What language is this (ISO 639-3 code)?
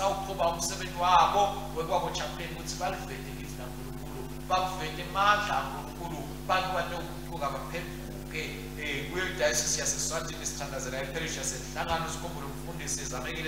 ssw